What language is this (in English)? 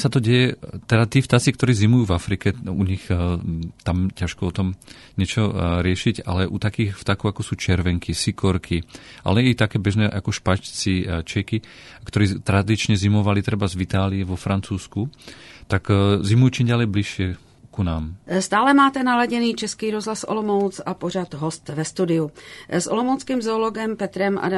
Slovak